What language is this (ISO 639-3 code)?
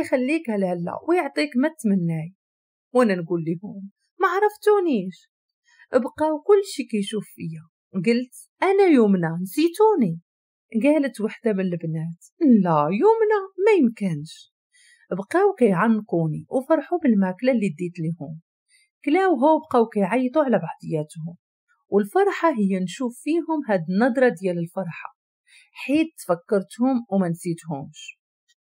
ary